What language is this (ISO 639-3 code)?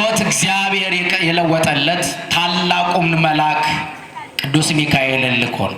amh